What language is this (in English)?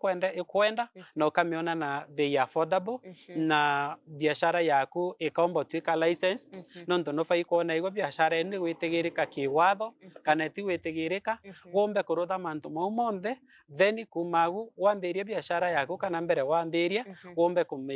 Meru